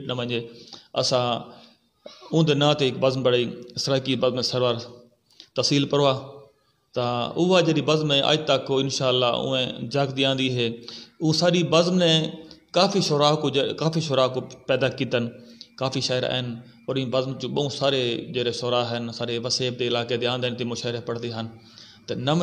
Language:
Saraiki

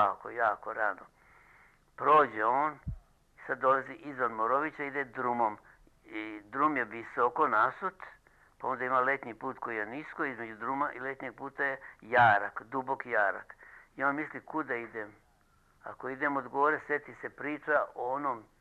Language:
Serbian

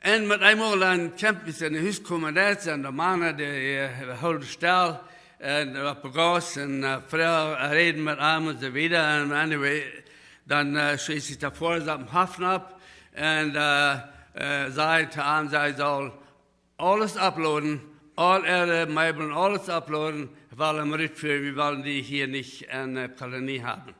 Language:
Plautdietsch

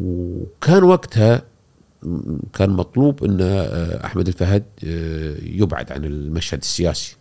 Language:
Gulf Arabic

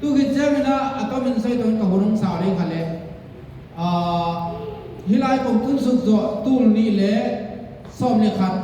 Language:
Tedim Chin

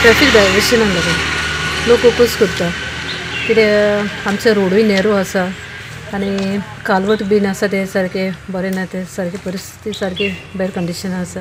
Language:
Konkani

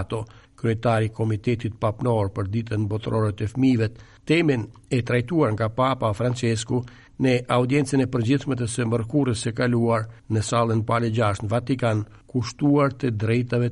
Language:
Albanian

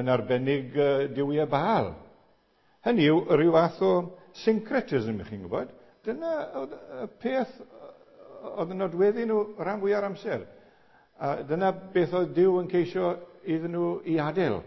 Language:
Welsh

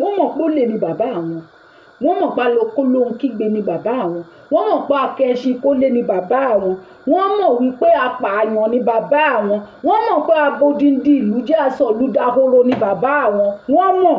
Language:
Yoruba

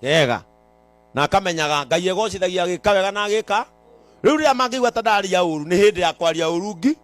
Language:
Kikuyu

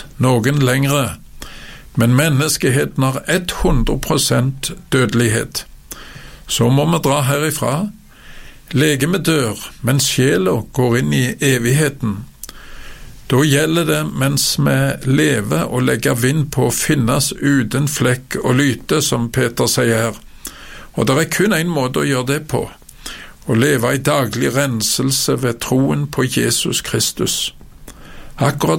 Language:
Norwegian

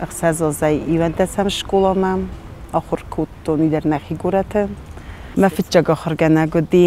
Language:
Ossetic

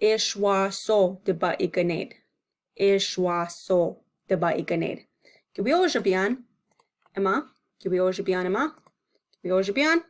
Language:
Chippewa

